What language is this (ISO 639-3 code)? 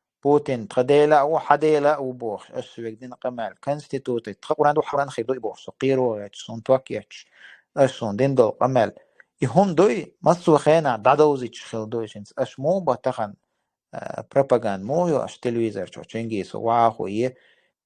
che